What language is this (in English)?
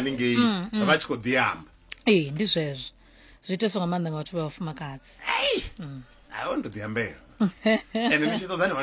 Venda